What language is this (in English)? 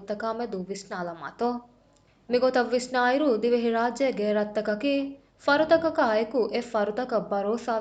Divehi